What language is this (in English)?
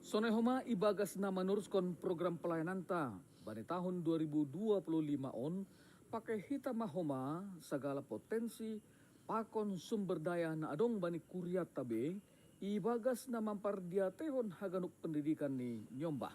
Batak Simalungun